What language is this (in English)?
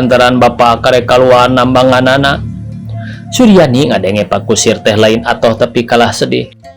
Sundanese